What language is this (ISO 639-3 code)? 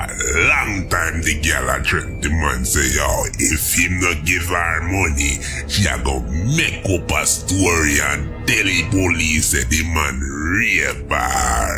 jam